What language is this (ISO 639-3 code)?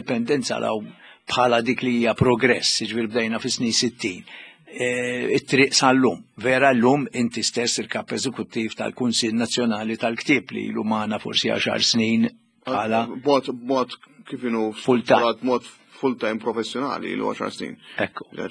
mlt